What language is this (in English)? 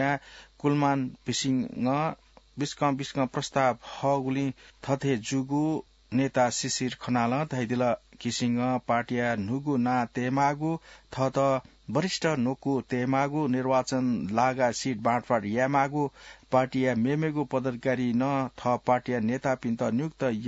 Newari